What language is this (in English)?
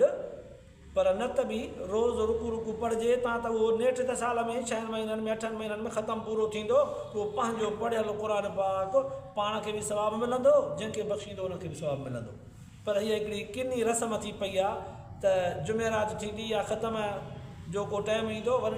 Sindhi